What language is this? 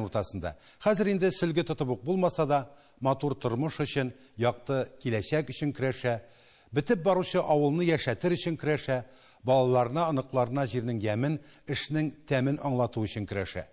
Tatar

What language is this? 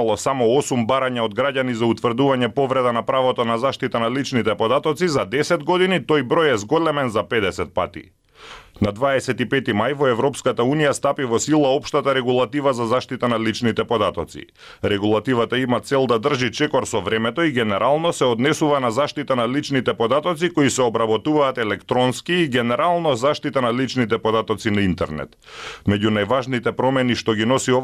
Macedonian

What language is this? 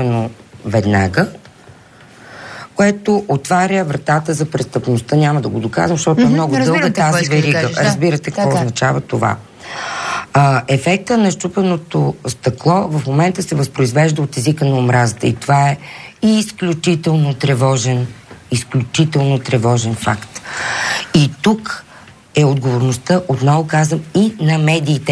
Bulgarian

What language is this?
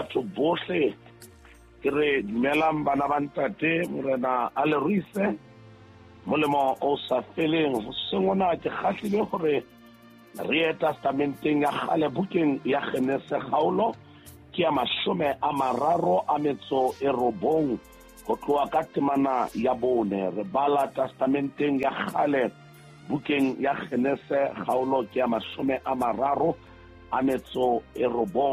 Southern Sotho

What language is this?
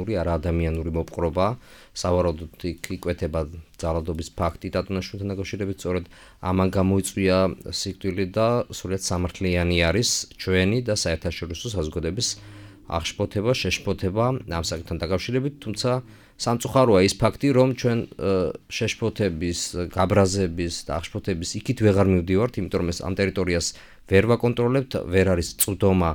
Georgian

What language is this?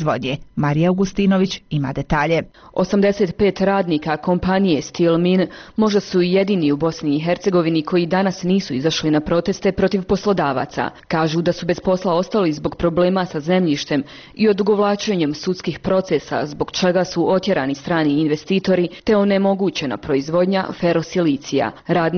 Bosnian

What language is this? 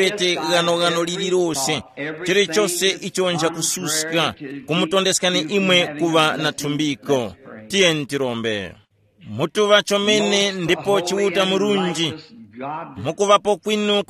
Tumbuka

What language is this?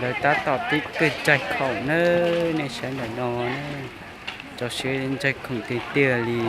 Hmong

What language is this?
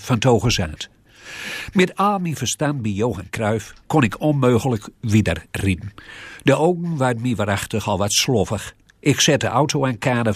Gronings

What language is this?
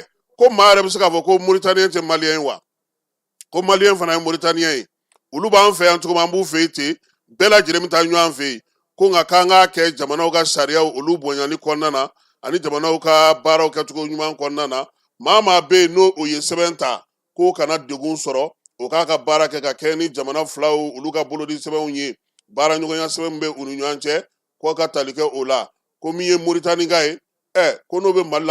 Bambara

